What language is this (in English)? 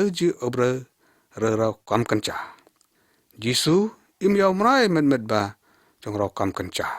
Lyngngam